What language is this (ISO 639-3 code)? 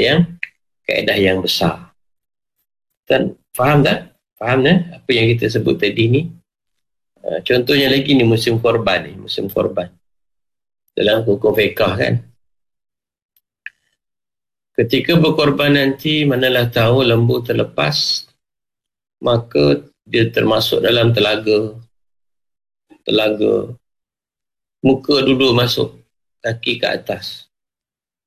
msa